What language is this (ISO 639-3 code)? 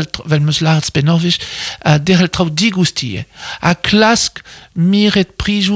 bre